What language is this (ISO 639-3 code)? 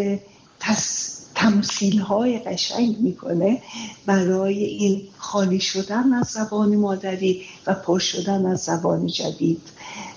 fas